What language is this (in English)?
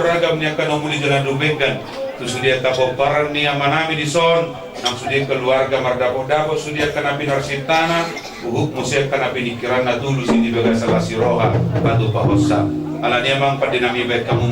Batak Toba